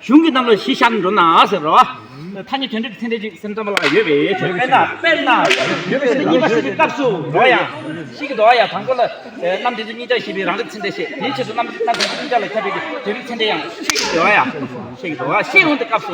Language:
Tibetan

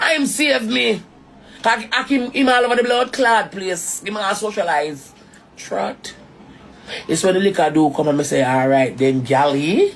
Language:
Jamaican Creole English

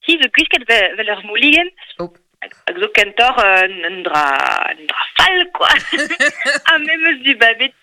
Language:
Breton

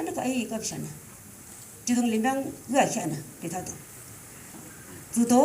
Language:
Yimchungru Naga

